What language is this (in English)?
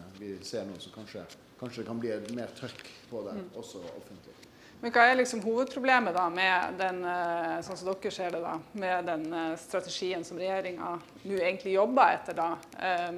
Norwegian